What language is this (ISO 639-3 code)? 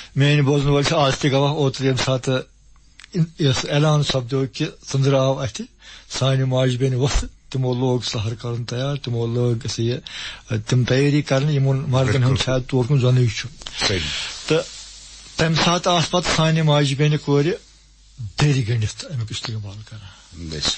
kas